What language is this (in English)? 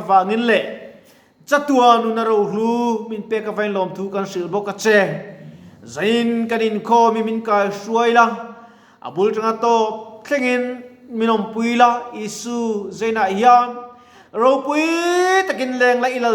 Mizo